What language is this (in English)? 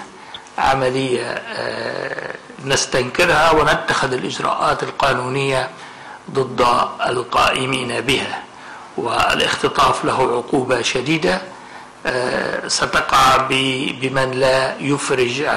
Arabic